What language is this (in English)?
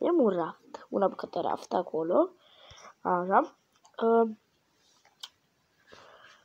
Romanian